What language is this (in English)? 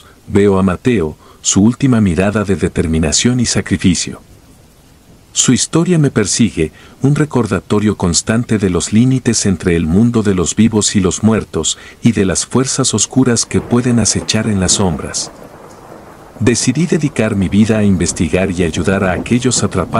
Spanish